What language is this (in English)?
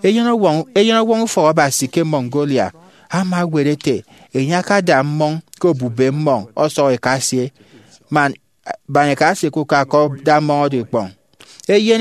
Efik